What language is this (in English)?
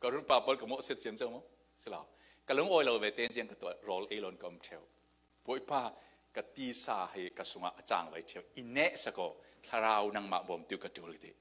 Falam Chin